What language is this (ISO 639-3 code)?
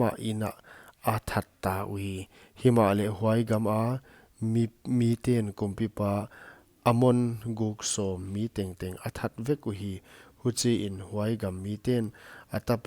pck